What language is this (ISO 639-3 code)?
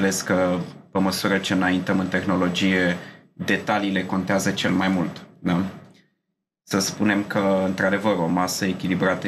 ron